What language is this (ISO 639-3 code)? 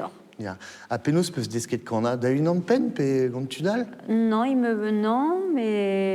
bre